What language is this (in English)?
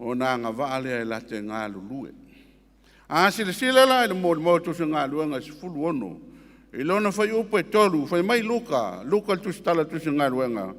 Samoan